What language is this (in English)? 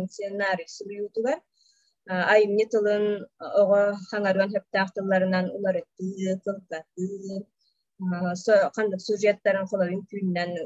Yakut